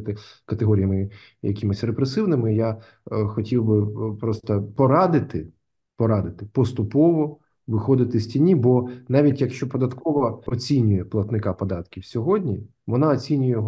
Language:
Ukrainian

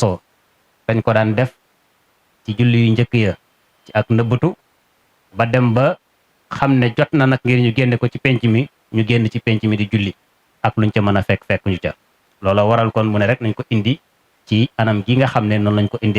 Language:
Wolof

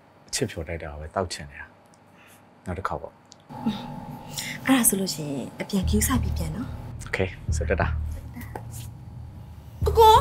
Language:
Burmese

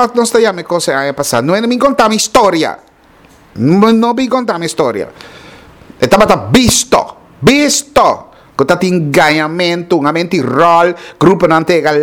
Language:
Papiamento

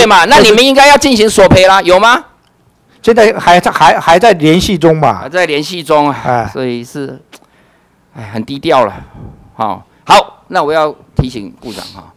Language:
Chinese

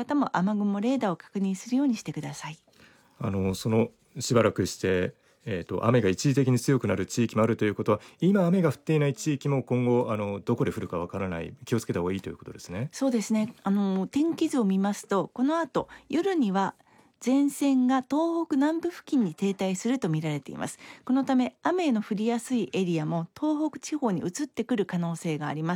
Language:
Japanese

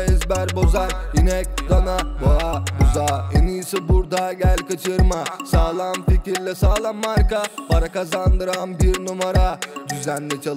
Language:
Turkish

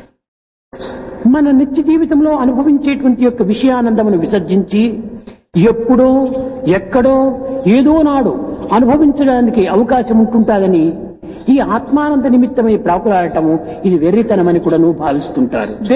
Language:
Telugu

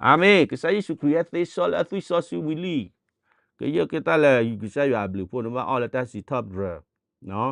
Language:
S'gaw Karen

